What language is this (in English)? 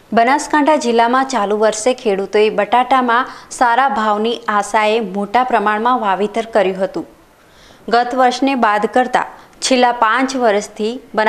Gujarati